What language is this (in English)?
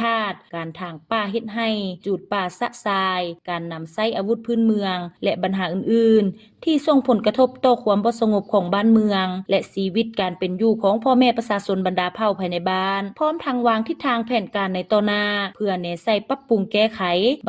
Lao